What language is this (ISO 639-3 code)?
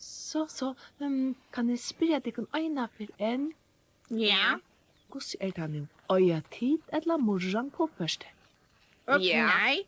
fao